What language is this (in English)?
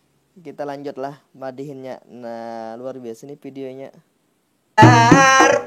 Banjar